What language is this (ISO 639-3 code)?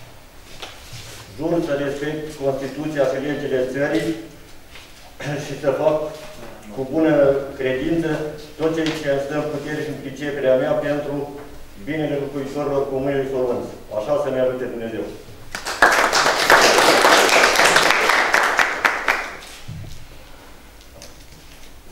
ron